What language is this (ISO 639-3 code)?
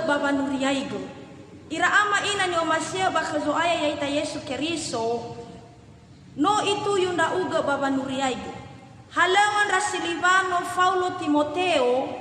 nia